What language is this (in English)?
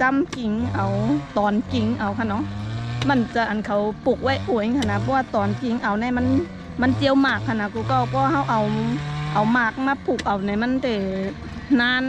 Shan